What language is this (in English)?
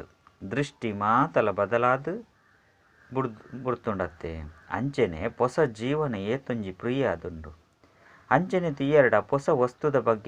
Tulu